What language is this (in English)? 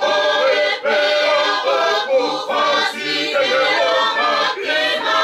Tongan